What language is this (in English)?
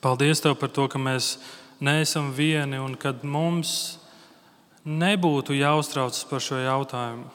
Latvian